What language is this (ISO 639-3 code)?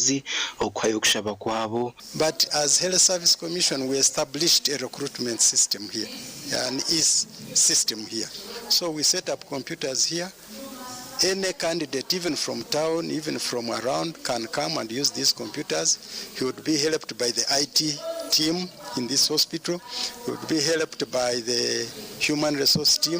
nyn